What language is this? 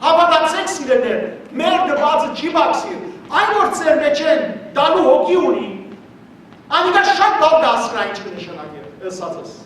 Western Armenian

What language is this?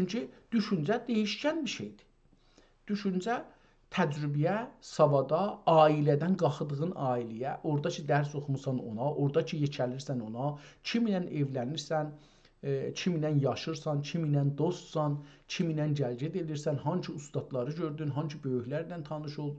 South Azerbaijani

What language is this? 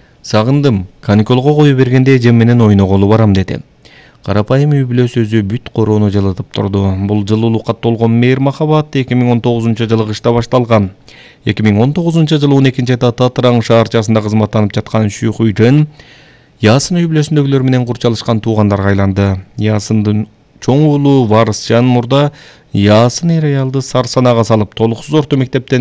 Kyrgyz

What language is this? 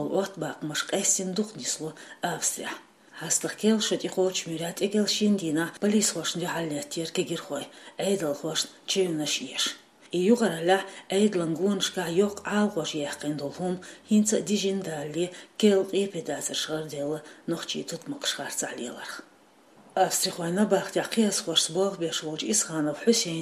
Chechen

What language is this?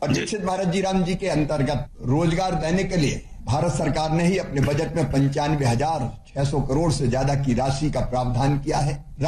Hindi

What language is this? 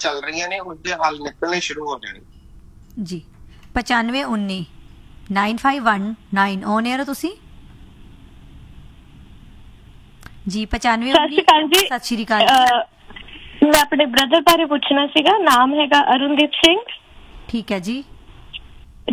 Punjabi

